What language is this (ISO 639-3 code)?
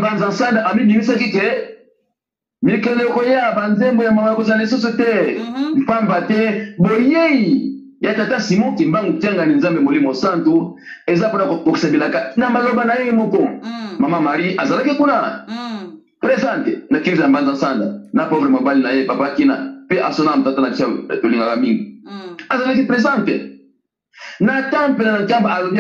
lin